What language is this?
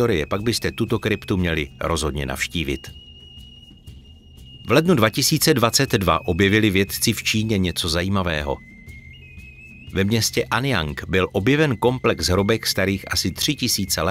Czech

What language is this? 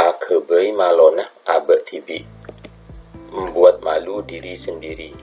Madurese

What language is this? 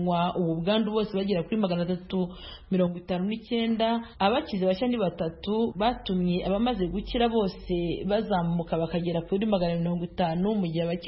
Kinyarwanda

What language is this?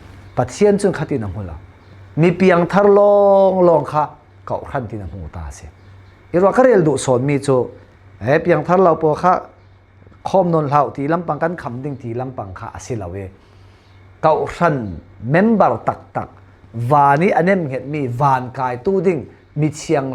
Falam Chin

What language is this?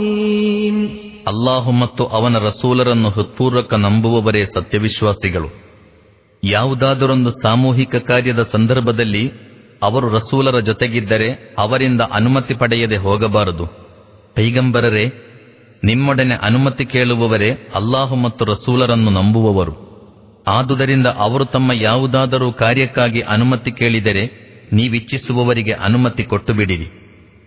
Kannada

